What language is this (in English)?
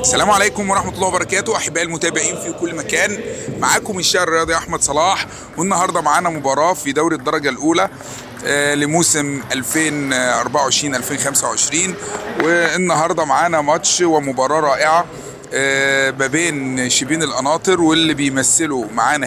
Egyptian Arabic